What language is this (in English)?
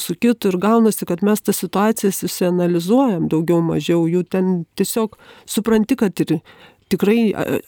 Lithuanian